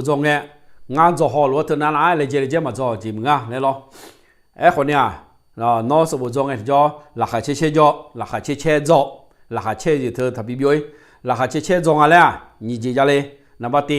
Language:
Akha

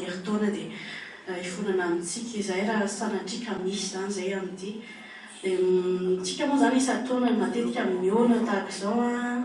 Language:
Malagasy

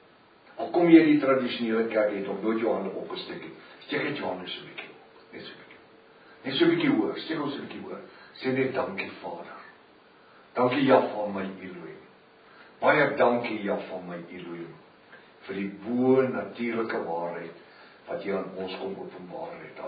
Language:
Afrikaans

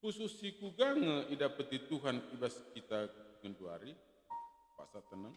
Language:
Batak Karo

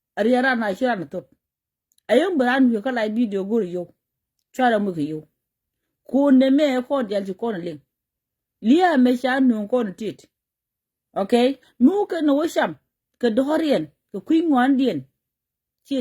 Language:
Nuer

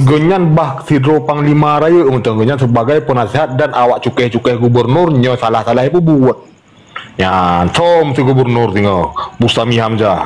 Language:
Achinese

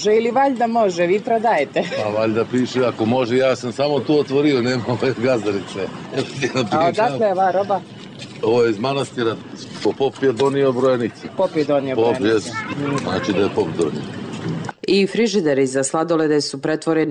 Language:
Serbian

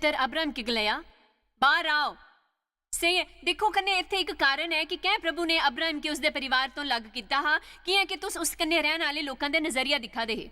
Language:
Dogri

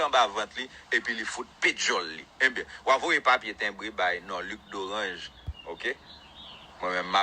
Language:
Haitian Creole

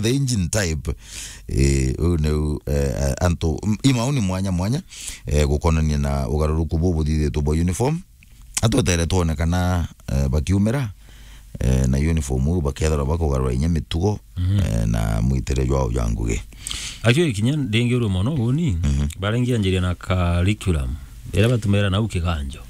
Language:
Meru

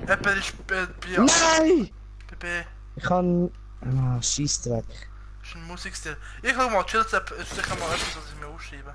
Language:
Swiss German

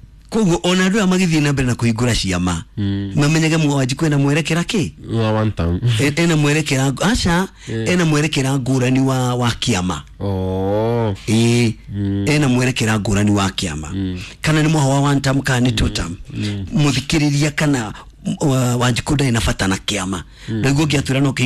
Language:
Kikuyu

